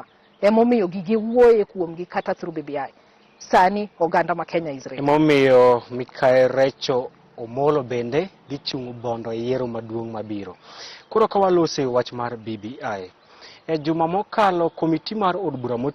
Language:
Luo (Kenya and Tanzania)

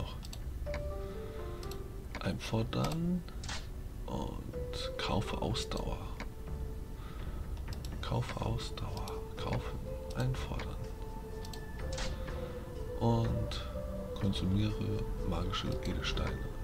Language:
German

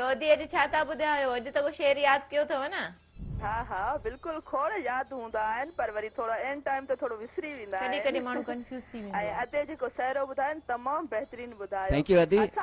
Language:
Sindhi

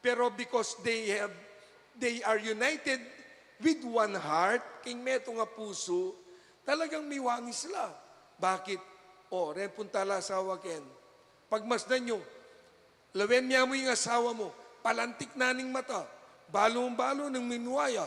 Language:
Pampanga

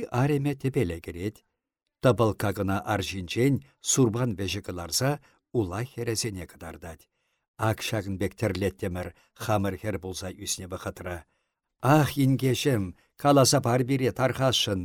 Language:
Chuvash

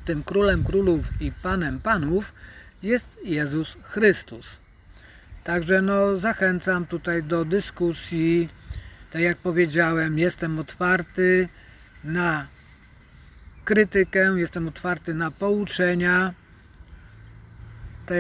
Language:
Polish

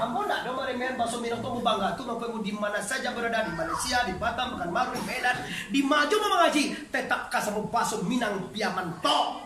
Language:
Minangkabau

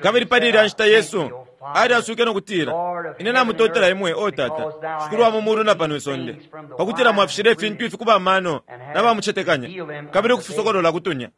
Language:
Bemba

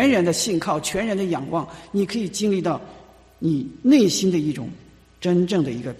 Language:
Chinese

